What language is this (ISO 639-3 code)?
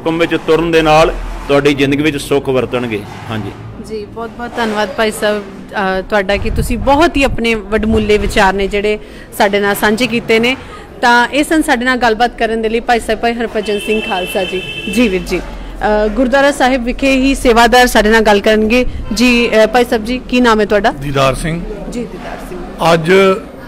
pan